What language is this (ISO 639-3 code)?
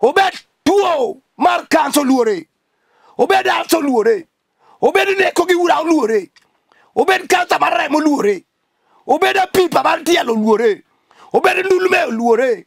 luo